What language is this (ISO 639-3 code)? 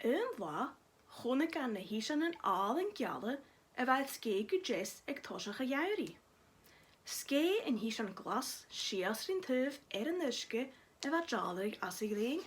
gla